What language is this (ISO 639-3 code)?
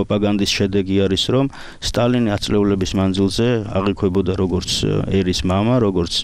kat